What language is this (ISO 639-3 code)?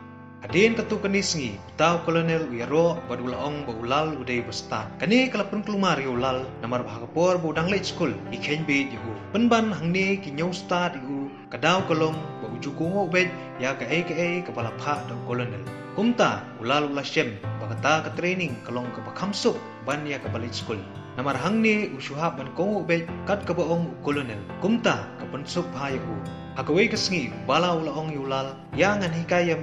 kha